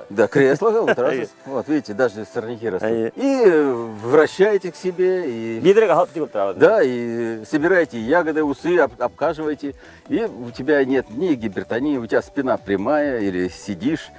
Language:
Bashkir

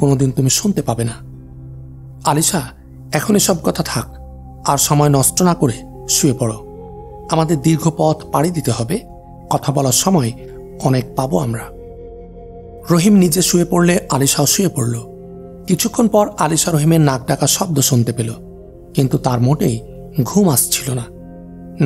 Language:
Bangla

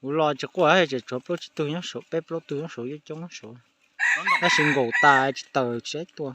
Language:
Hmong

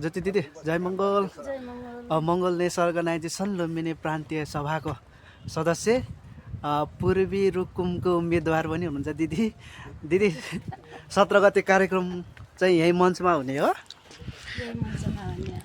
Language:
Nepali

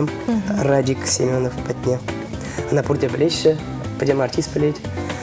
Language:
Chuvash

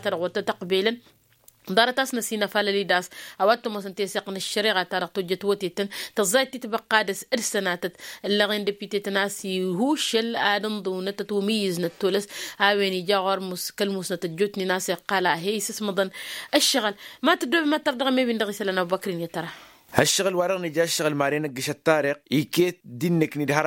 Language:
Tamasheq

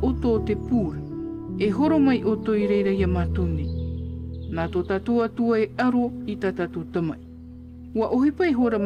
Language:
Tahitian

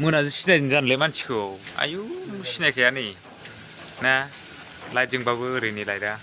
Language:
Bodo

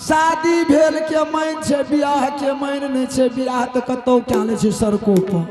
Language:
Angika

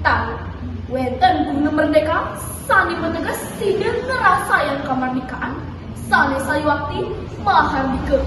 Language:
Balinese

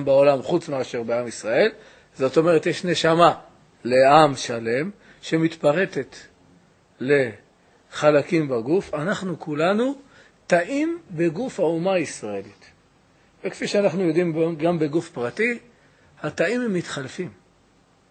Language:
Hebrew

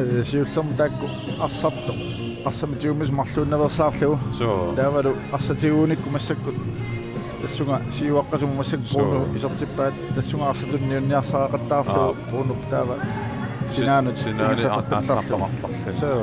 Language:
Kalaallisut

